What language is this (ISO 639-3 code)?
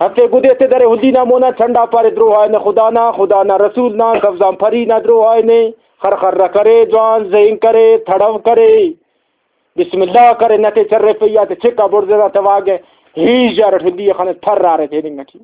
brh